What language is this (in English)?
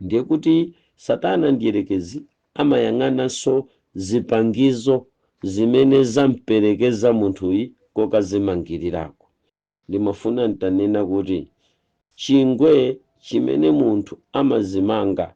Nyanja